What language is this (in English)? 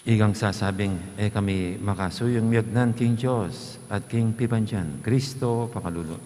Pampanga